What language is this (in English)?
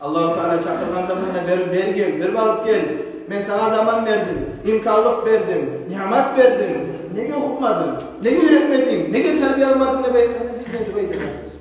Kumyk